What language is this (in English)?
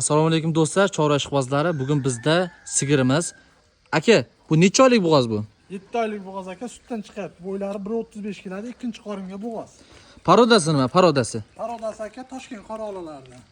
Uzbek